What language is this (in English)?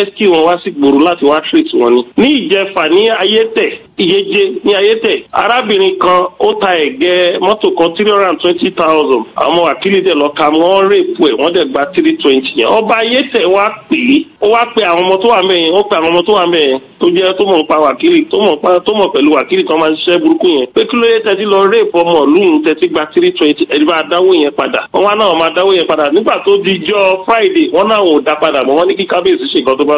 Yoruba